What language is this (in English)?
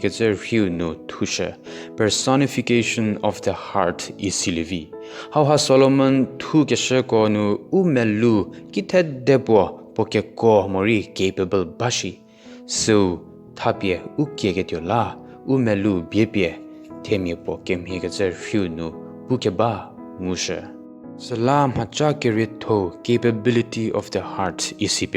Angami Naga